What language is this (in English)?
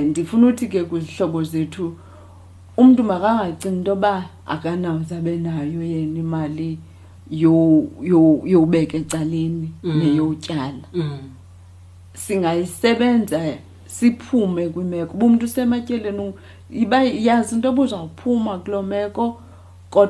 Xhosa